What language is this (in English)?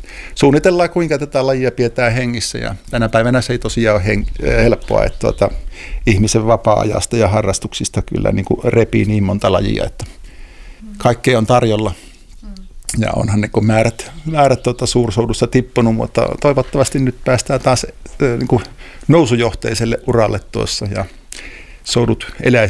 Finnish